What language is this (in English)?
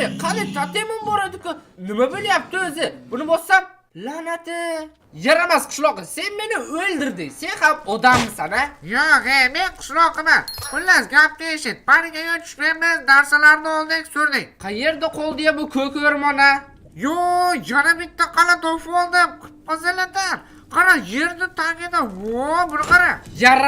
Uzbek